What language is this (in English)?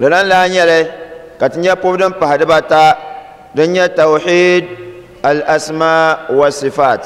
Dagbani